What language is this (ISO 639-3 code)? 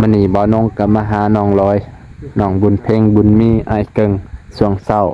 lao